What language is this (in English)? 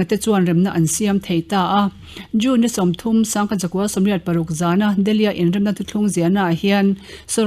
Mizo